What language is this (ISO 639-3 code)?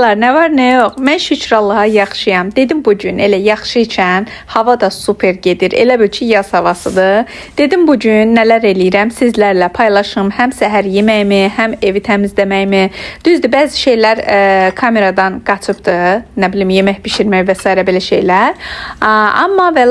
aze